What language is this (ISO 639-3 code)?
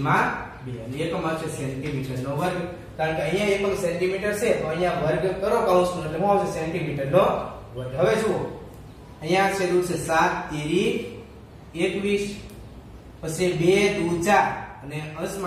guj